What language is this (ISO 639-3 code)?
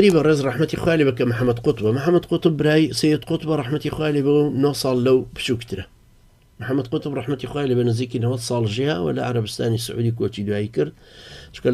ckb